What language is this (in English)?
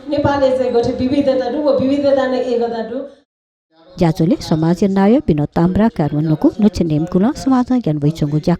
Newari